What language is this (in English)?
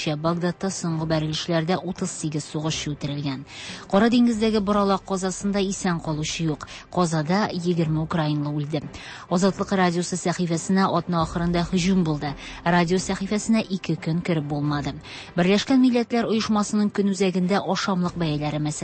Tatar